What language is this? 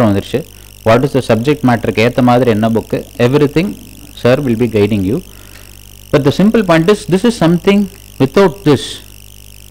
Tamil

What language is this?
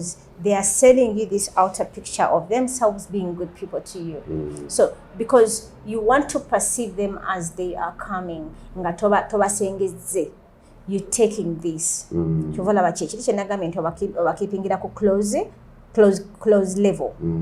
Ganda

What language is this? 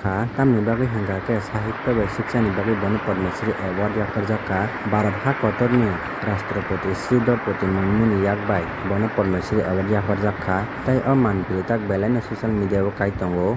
Kok Borok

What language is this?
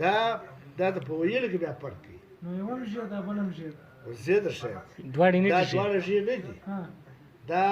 Pashto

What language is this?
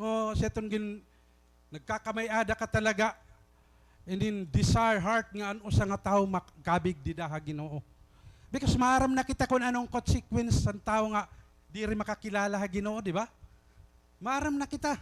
Waray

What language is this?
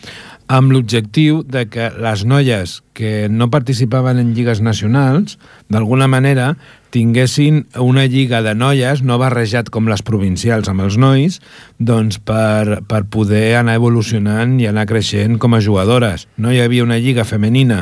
Catalan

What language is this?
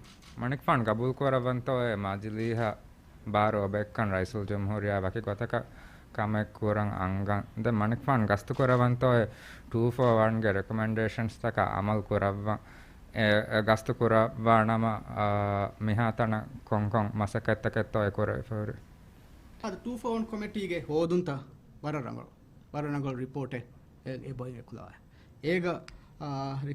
Divehi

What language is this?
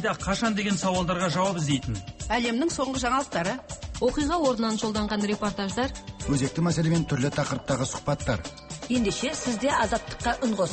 Kazakh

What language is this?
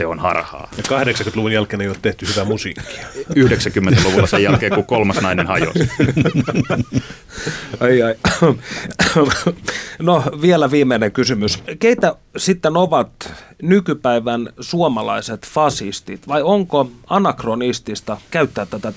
Finnish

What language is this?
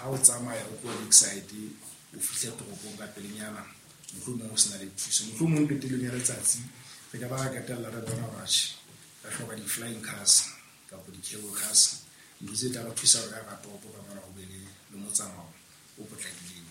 Southern Sotho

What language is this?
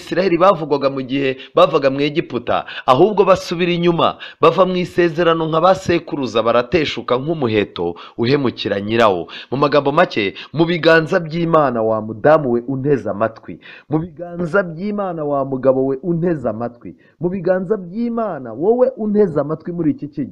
Kinyarwanda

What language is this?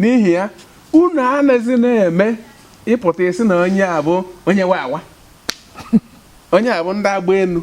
Igbo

